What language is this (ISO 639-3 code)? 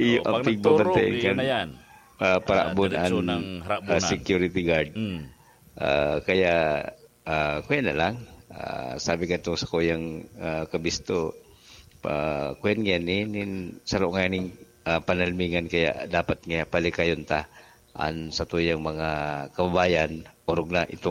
bik